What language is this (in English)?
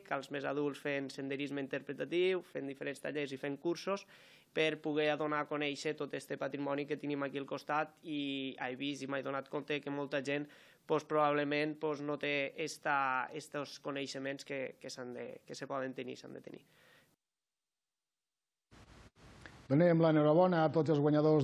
Catalan